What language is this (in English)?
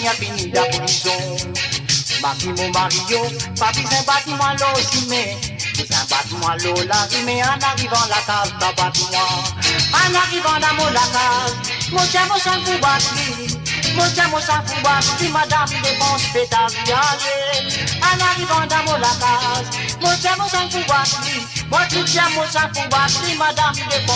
Morisyen